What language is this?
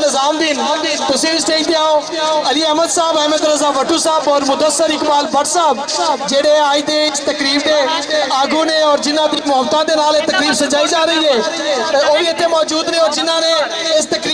Western Panjabi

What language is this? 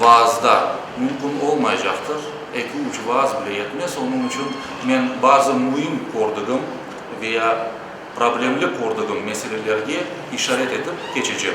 Crimean Tatar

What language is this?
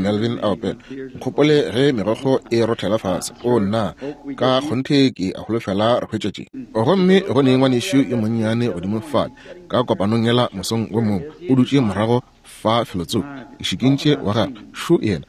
Northern Sotho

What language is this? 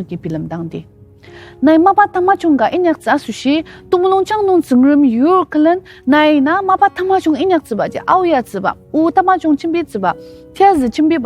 Ao Naga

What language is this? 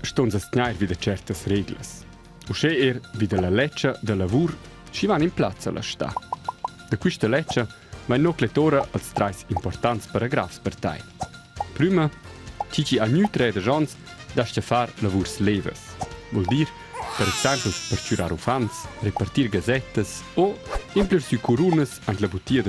Romansh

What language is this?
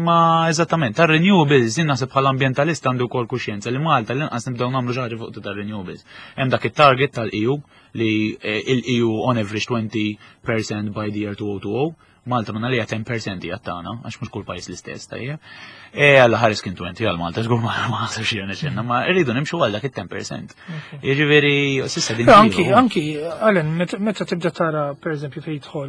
Maltese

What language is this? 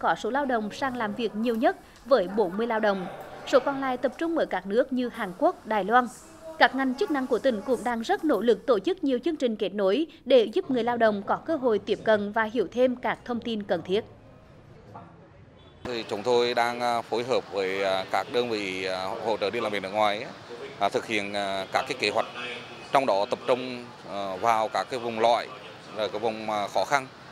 Vietnamese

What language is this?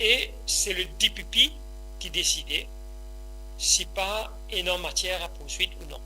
Morisyen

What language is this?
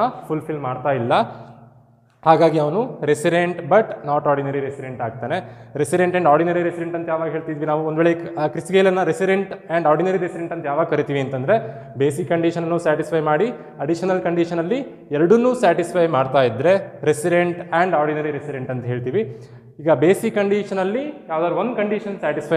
Kannada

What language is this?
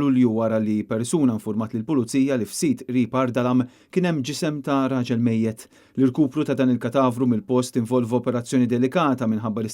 Maltese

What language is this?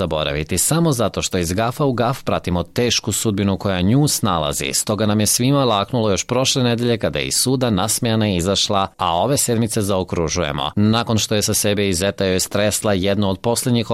Serbian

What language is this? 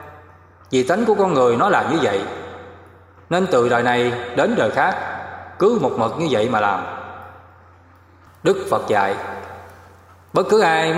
Vietnamese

